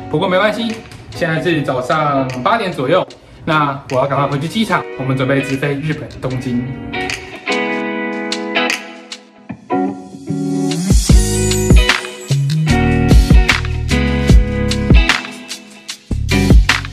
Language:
Chinese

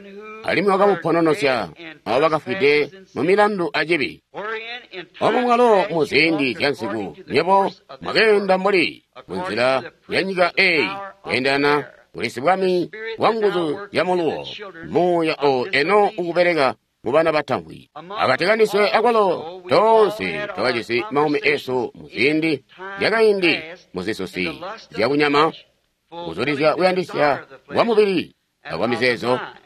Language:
Tonga (Zambia)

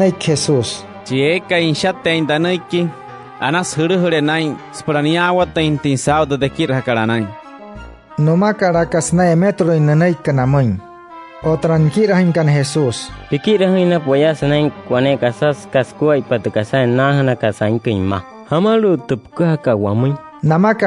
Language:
Wayuu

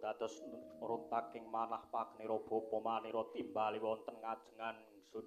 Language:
Javanese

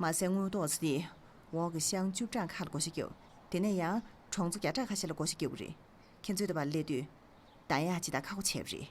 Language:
Tibetan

